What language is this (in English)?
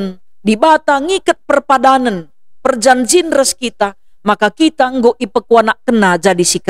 Batak Karo